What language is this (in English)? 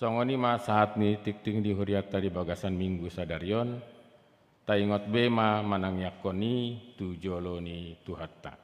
Batak Toba